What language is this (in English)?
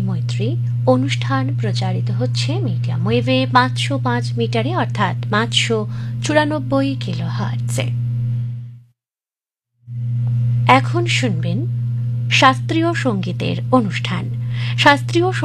Bangla